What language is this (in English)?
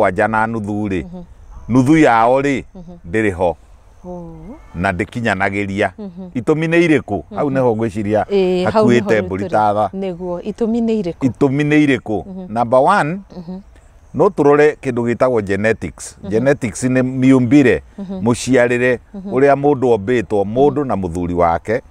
Kikuyu